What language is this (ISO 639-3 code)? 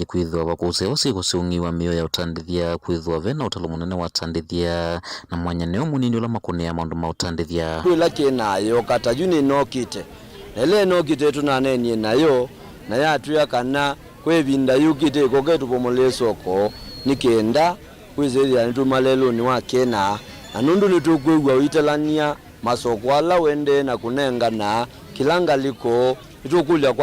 kam